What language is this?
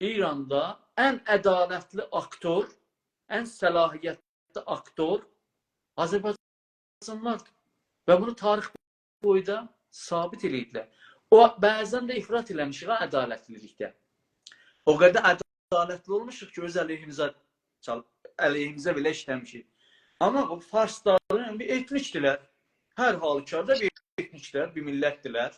South Azerbaijani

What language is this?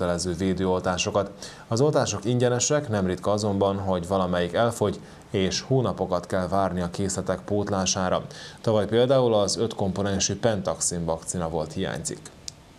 Hungarian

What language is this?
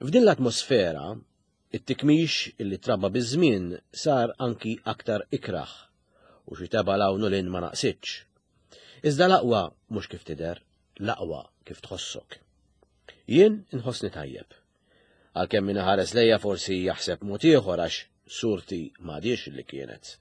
Maltese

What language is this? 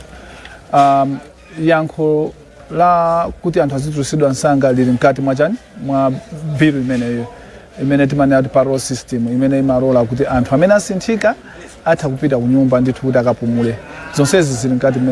Nyanja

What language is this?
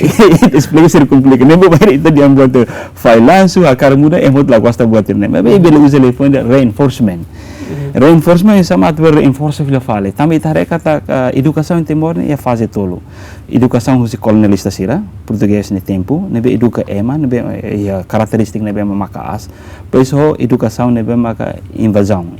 Tetum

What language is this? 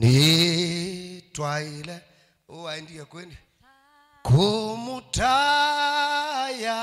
Kamba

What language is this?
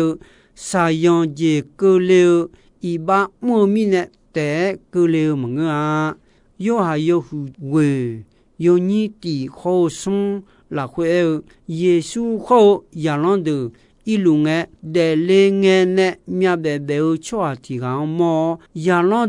Akha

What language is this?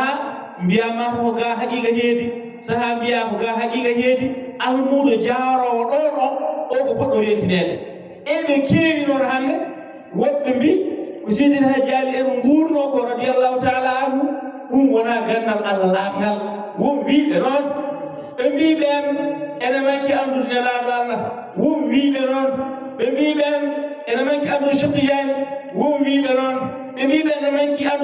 Fula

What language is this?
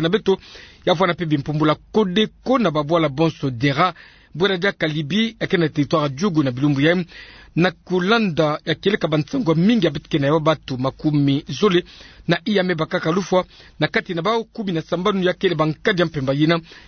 Kituba (Democratic Republic of Congo)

